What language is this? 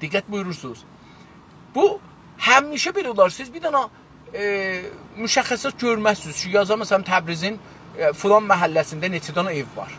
South Azerbaijani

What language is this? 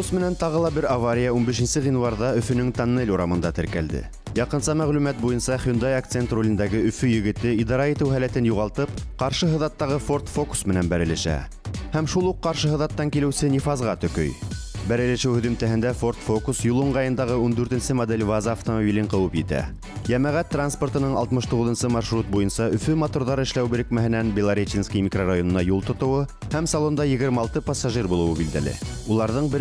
Bashkir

